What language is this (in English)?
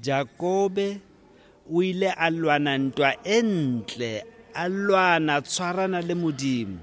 Tswana